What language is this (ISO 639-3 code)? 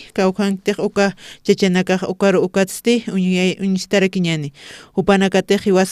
aym